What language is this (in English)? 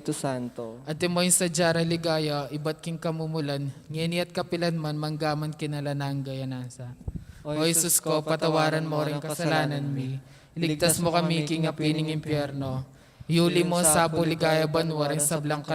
Pampanga